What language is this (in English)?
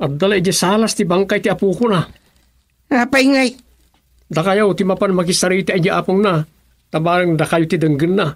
Iloko